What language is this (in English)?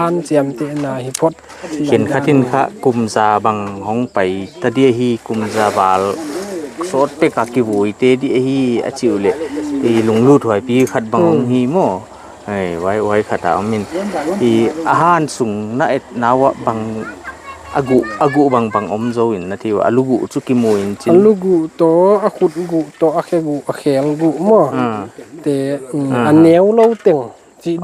Paite Chin